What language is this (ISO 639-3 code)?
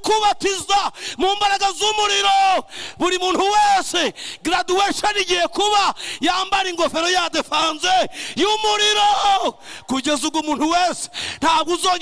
kin